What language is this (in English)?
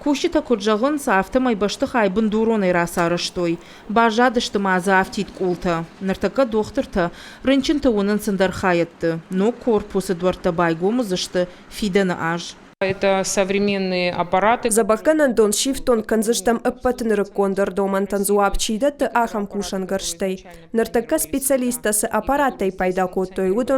Ossetic